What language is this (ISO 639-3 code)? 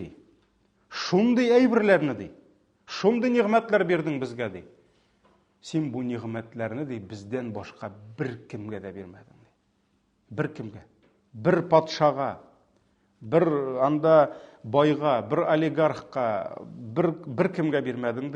tat